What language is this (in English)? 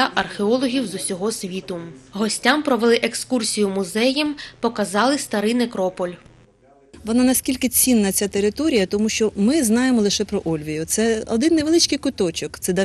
Ukrainian